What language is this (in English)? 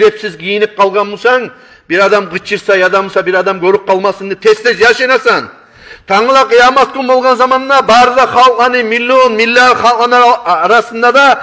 Kumyk